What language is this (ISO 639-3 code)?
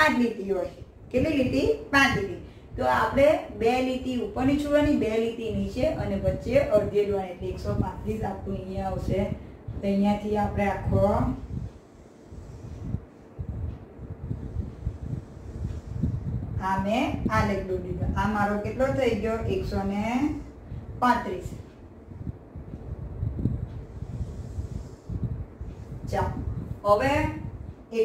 guj